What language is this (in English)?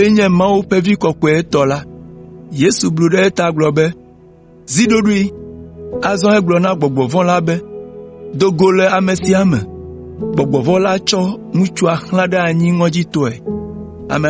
Ewe